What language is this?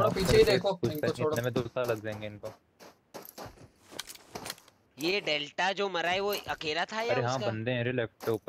Hindi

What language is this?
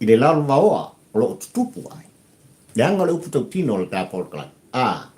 Samoan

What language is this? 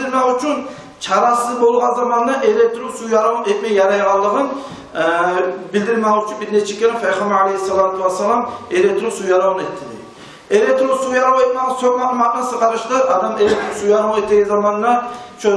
Kumyk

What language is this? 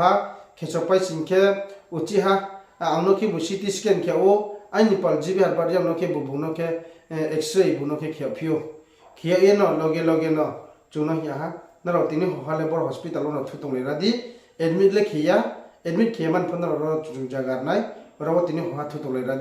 Riang (India)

